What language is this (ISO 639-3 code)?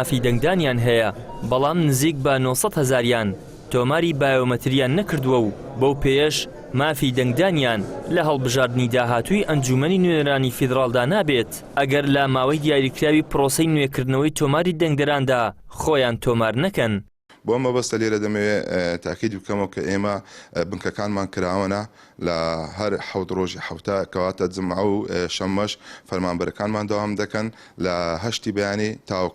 ckb